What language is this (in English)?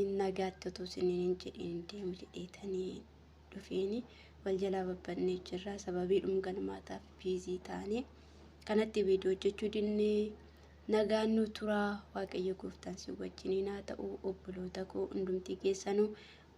Oromo